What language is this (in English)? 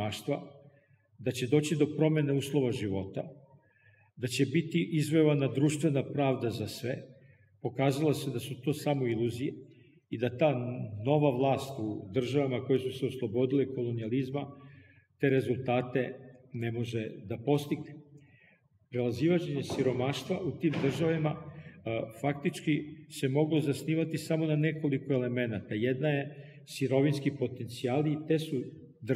Serbian